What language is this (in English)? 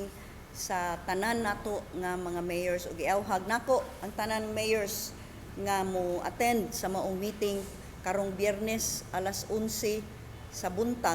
Cebuano